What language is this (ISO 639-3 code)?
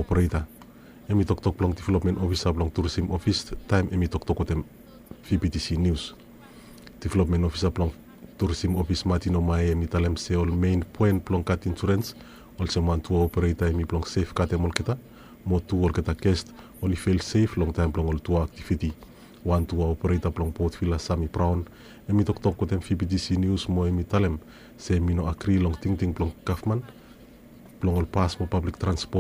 bis